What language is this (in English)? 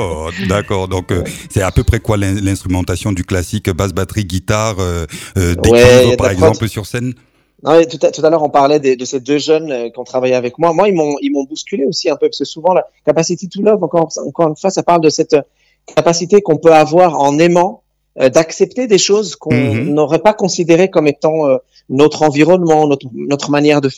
French